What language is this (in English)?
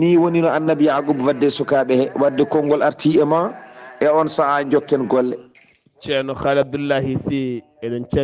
Fula